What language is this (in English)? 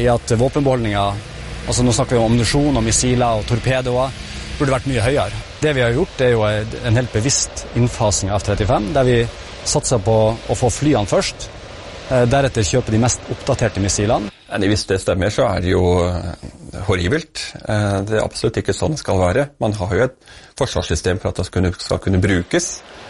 Norwegian